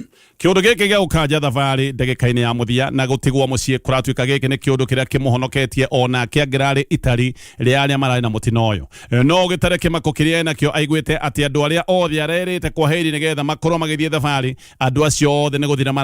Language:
Kikuyu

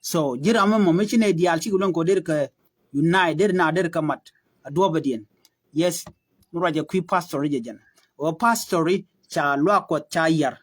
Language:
Nuer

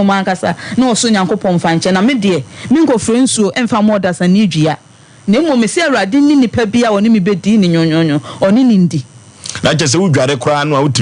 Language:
Akan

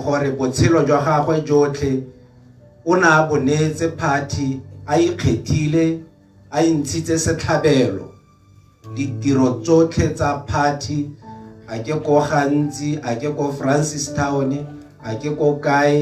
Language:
Tswana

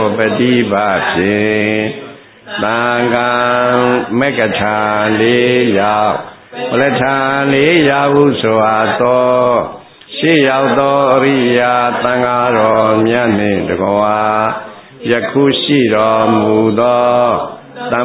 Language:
Burmese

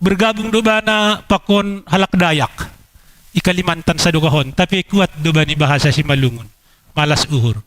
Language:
Batak Simalungun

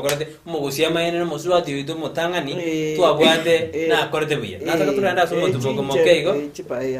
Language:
Gusii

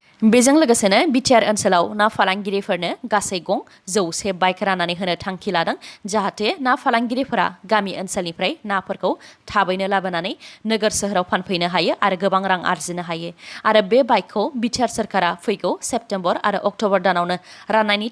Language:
Bodo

